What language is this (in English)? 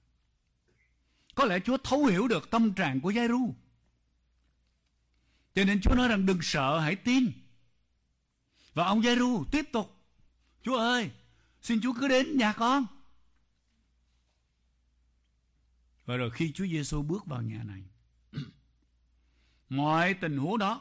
Vietnamese